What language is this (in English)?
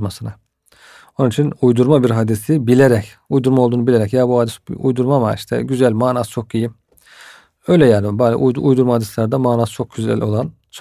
Turkish